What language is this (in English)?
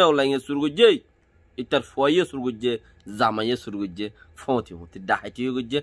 Rohingya